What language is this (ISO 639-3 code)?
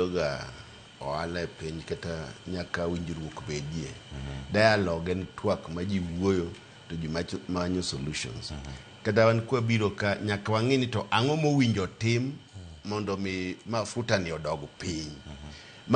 luo